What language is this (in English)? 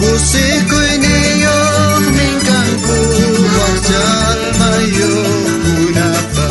South Bolivian Quechua